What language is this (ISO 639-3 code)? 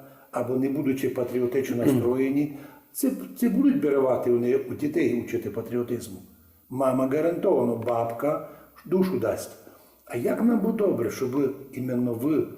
rue